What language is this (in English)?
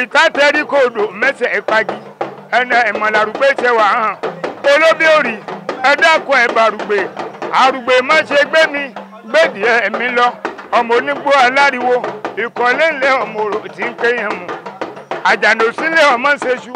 Yoruba